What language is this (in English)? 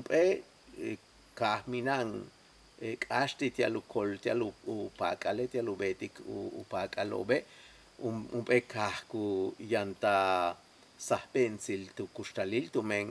Yucateco